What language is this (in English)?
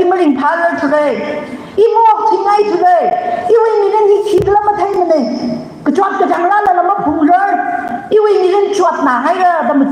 Tangkhul Naga (India)